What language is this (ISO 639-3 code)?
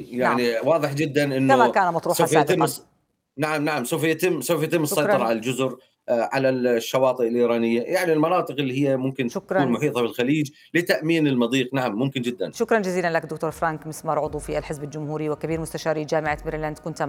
ara